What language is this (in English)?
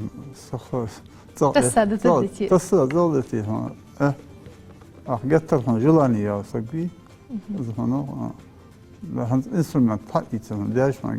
Ingush